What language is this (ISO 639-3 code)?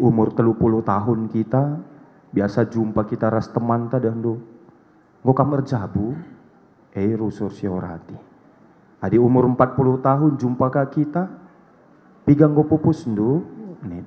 btx